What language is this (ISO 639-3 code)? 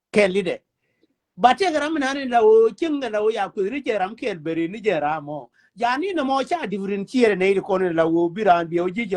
nus